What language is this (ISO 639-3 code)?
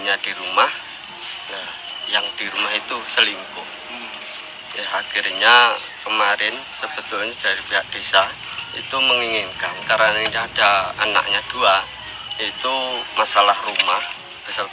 ind